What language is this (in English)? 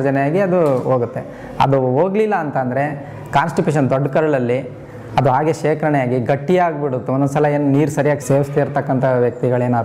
Kannada